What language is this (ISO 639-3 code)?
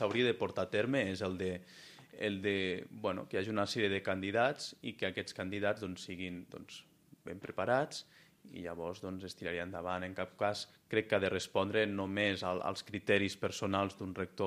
cat